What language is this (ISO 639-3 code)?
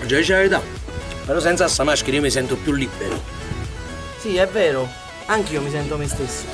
nap